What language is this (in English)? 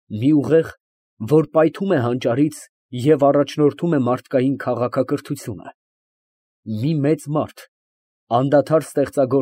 Armenian